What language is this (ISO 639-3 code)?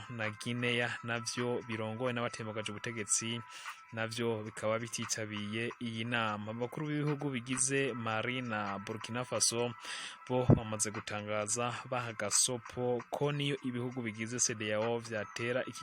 run